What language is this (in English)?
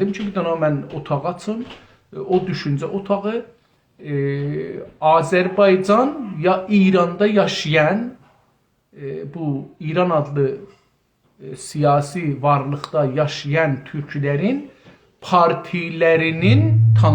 South Azerbaijani